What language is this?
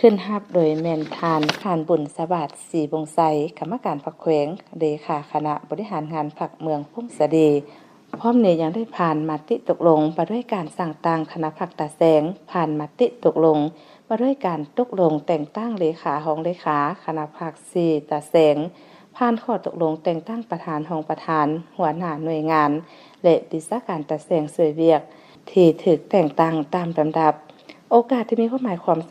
Lao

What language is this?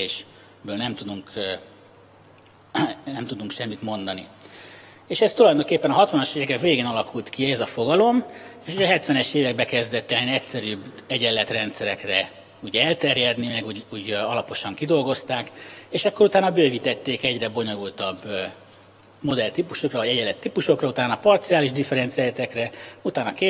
Hungarian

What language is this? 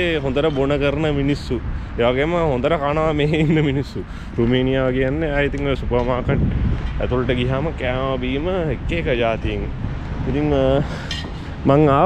Sinhala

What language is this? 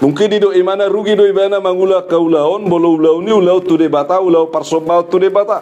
Batak Toba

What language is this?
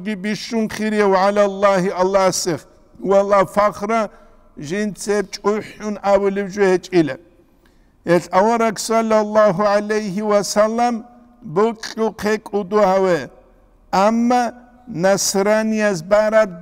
Avaric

